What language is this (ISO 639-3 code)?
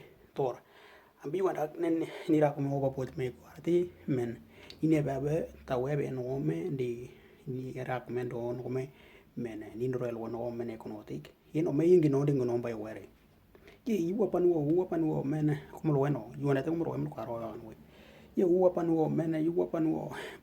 dnw